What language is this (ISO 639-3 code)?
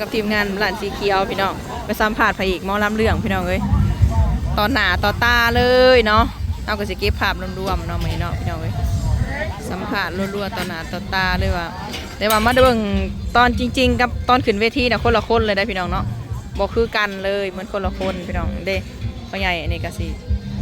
tts